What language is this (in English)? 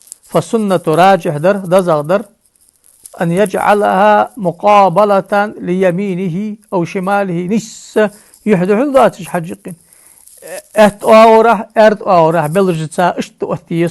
Ingush